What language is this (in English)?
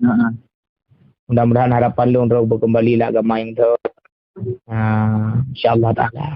Achinese